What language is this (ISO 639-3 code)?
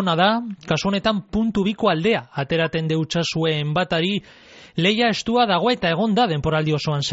eus